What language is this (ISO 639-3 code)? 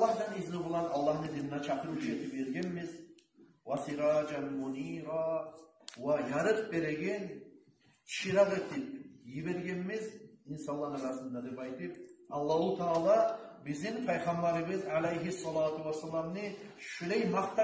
kum